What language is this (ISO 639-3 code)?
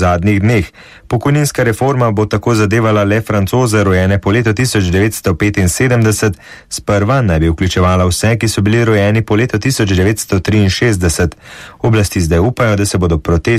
slv